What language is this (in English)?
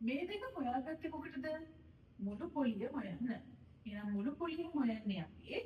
Sinhala